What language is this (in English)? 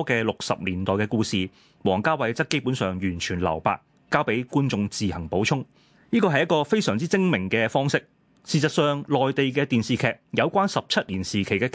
Cantonese